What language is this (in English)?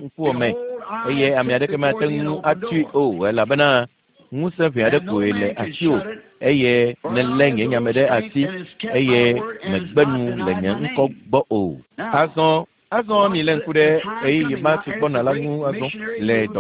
Ewe